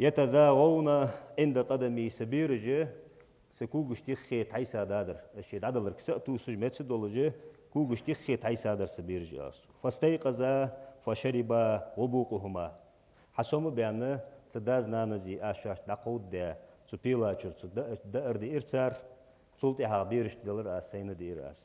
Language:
Ingush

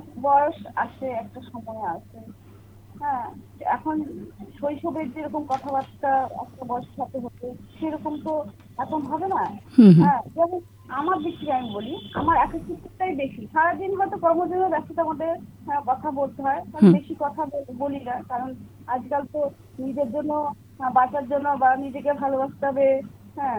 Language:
Bangla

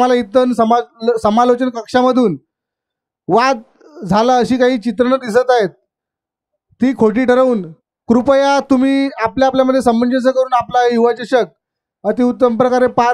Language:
Marathi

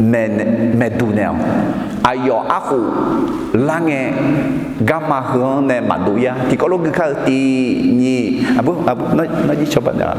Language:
Akha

